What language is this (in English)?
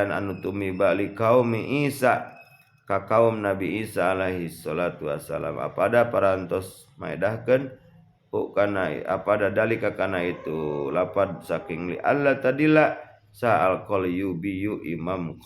Sundanese